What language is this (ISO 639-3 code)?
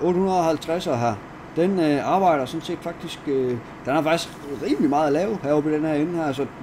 dan